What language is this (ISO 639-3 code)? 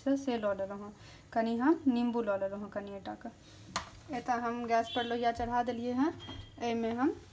mai